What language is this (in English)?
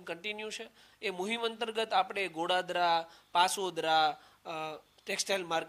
Gujarati